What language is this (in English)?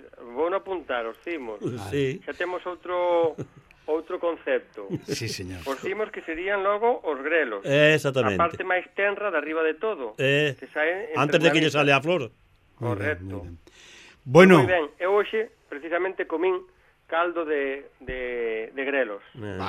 Galician